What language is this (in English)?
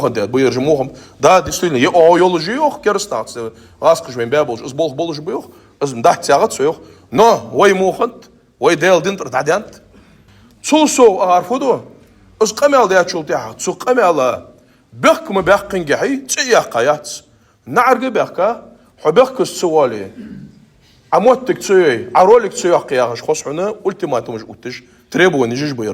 Ingush